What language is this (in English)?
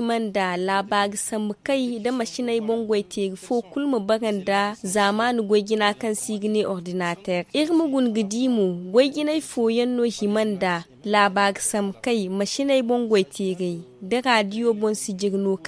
Zarma